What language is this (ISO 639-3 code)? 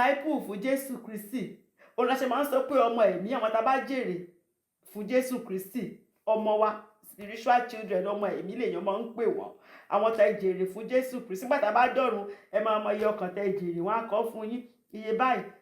yor